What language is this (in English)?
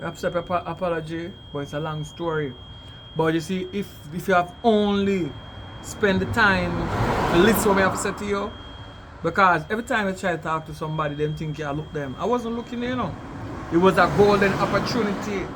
Jamaican Creole English